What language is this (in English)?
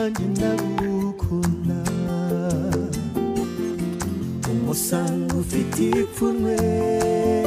Kinyarwanda